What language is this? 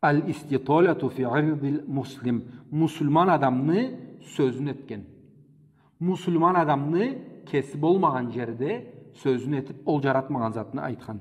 Karachay-Balkar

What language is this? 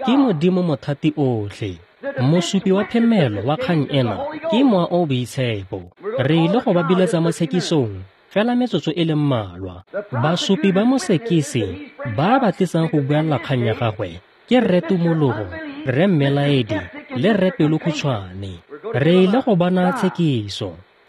Tswana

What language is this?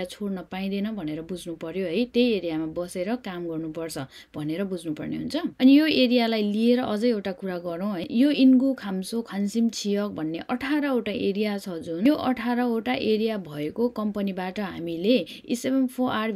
Nepali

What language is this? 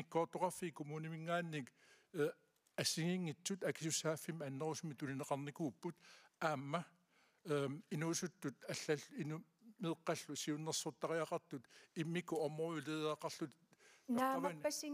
Kalaallisut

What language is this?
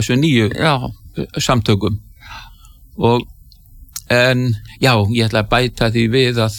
Icelandic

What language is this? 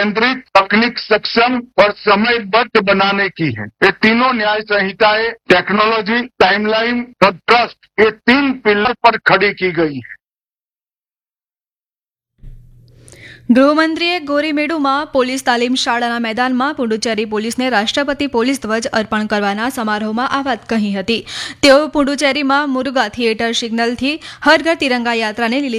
Gujarati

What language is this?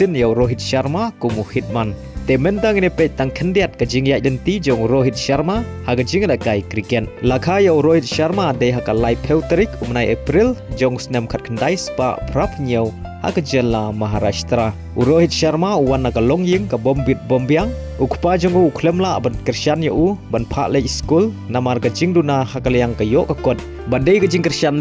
Khasi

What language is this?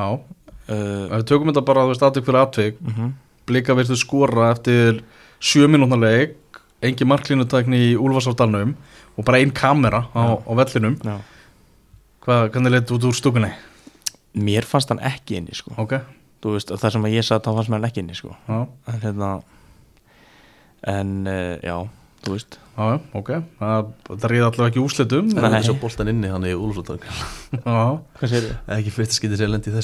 Icelandic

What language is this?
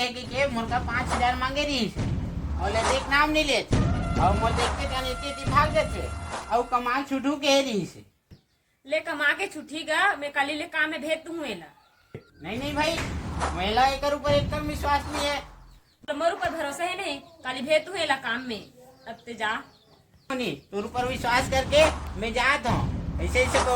Chhattisgarhi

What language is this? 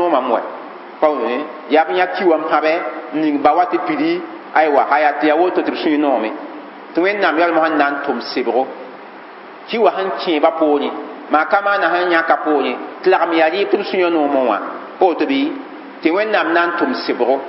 Mossi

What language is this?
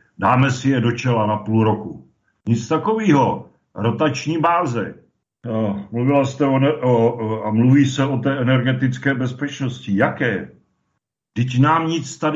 Czech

